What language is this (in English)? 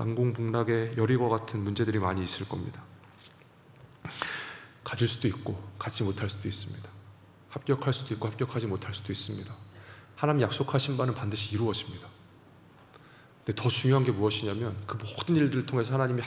Korean